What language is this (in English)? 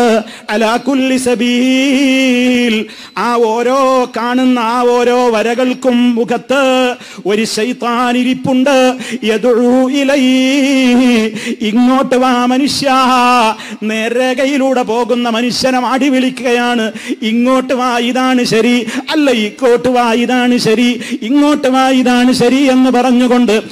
Malayalam